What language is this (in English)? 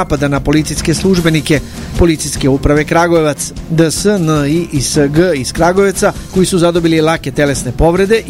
Serbian